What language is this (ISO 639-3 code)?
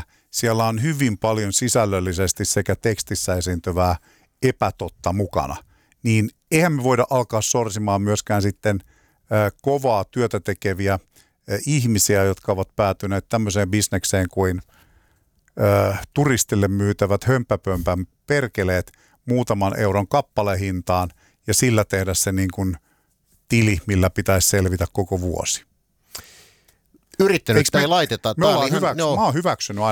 fin